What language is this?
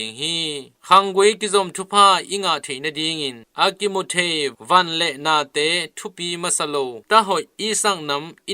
Tedim Chin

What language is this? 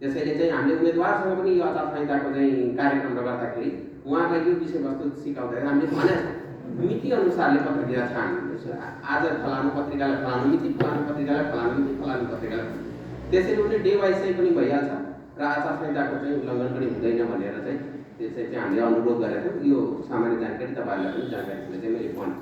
Nepali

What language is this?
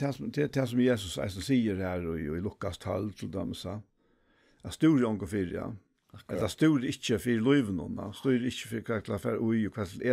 Faroese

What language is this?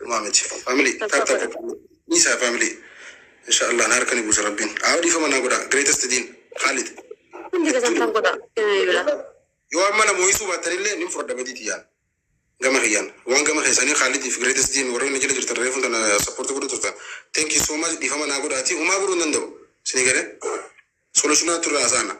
Oromo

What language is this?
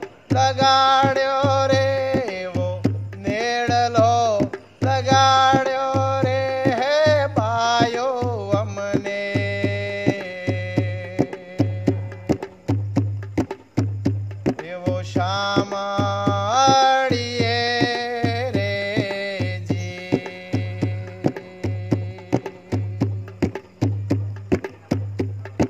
Gujarati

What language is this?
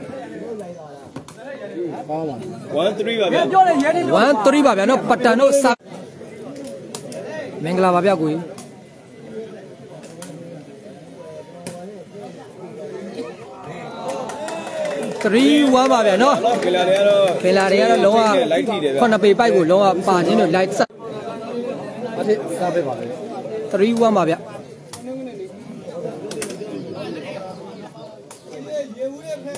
Burmese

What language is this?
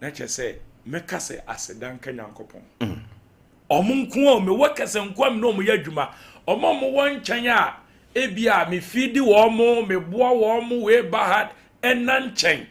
Akan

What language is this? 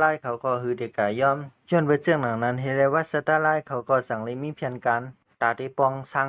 Shan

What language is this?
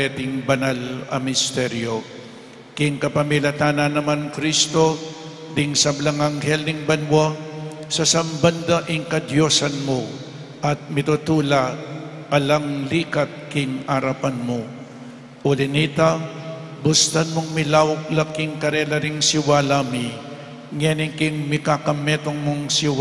Pampanga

